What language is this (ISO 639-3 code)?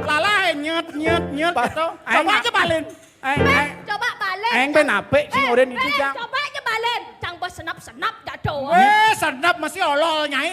ban